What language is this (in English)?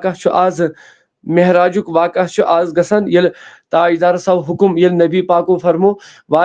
Kashmiri